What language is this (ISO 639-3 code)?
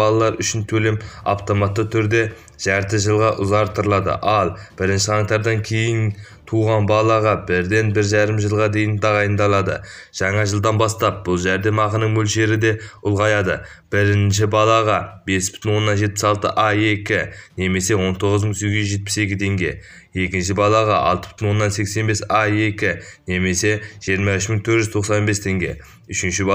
kaz